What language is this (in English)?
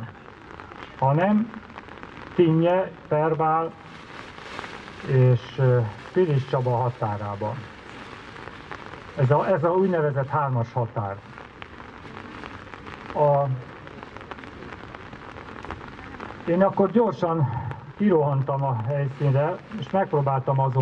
Hungarian